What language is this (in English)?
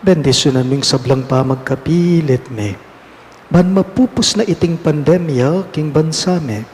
Pampanga